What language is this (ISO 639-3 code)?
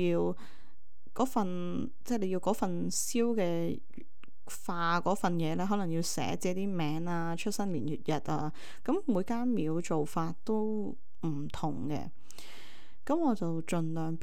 yue